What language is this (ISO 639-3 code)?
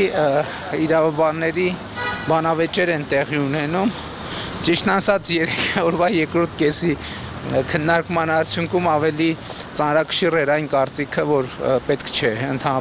hye